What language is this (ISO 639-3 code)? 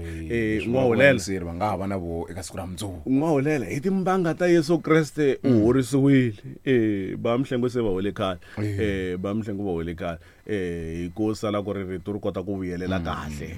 tso